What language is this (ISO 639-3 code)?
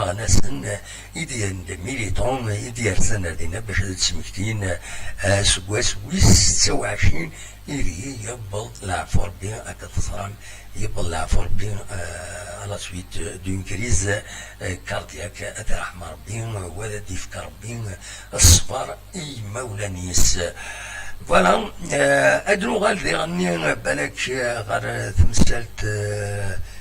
kab